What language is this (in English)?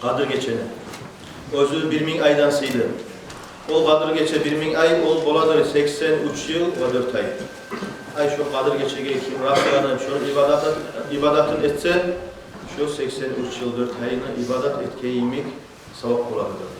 Kumyk